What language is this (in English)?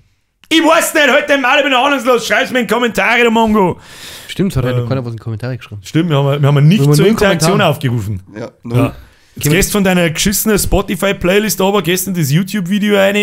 Bavarian